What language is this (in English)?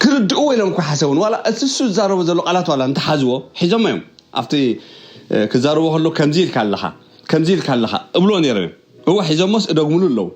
Tigrinya